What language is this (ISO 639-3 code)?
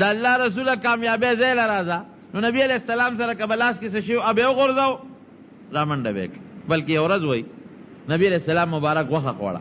pus